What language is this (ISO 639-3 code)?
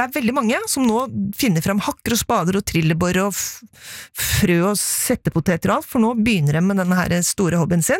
nor